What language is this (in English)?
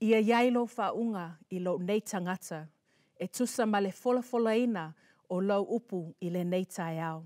Samoan